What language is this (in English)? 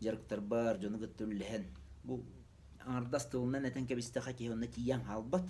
Yakut